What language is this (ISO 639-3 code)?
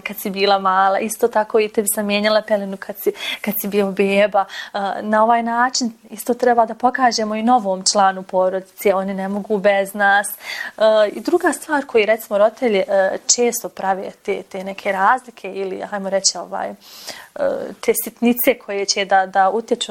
bos